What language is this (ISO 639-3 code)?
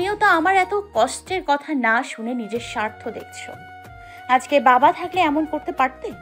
ben